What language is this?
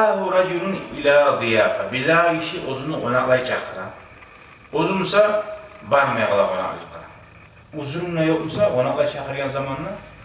Kumyk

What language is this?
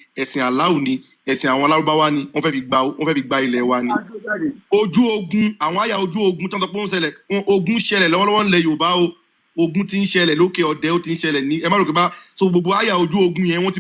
Yoruba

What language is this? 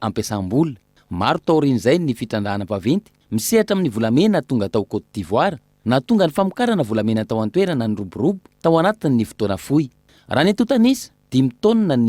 Malagasy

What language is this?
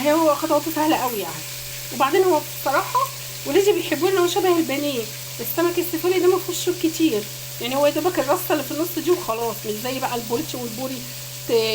Egyptian Arabic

